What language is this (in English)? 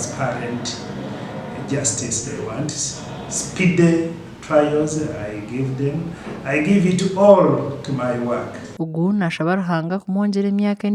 Nyankole